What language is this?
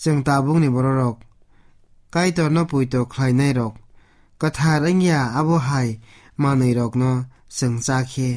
Kok Borok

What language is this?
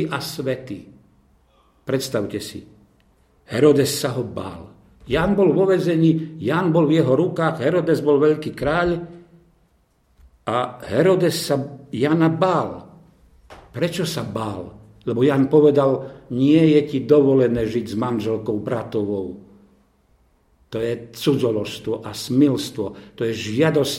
Slovak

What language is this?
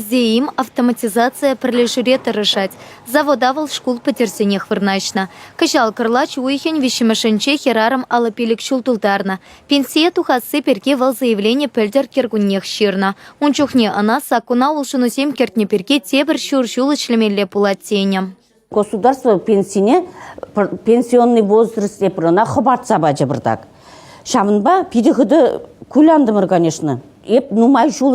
Chuvash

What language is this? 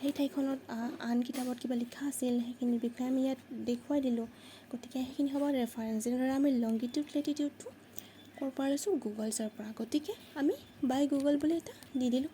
Assamese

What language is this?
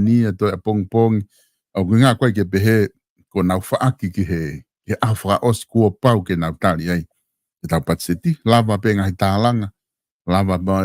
Tongan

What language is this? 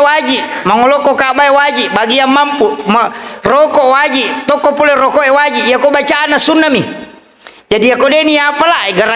Buginese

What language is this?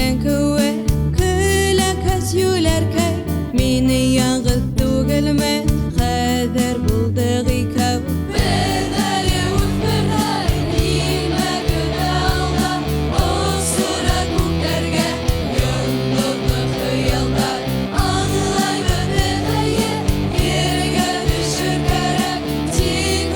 Bashkir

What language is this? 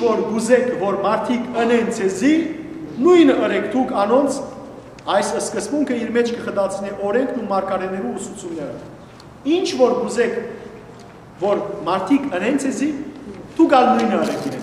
Western Armenian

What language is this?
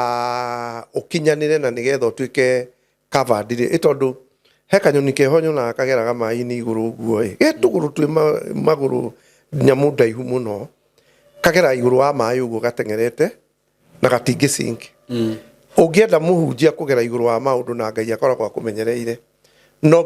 Kikuyu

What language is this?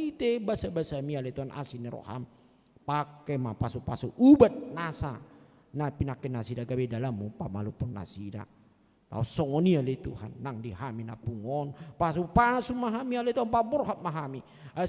Batak Toba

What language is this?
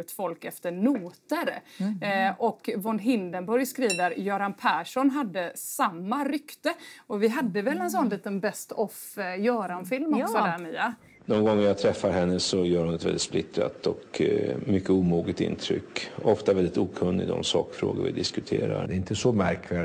Swedish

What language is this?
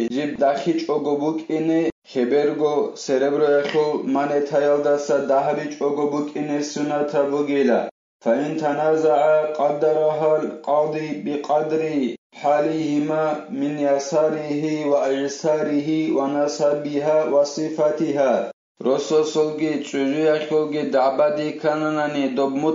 Avaric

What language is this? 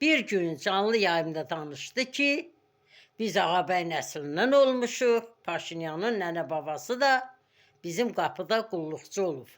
Azerbaijani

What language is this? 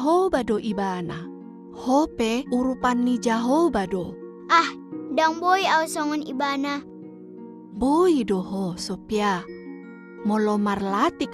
Batak Toba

